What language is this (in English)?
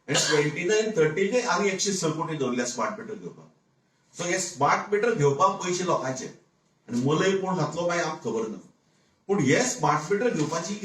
Konkani